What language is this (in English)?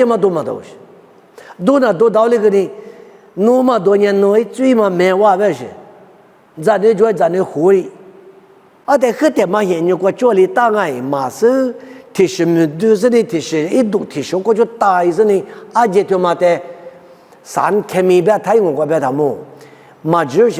Lisu